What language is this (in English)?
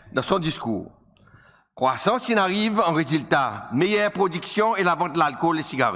Seselwa Creole French